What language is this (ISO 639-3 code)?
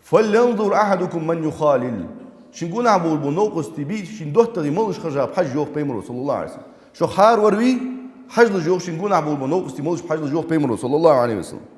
inh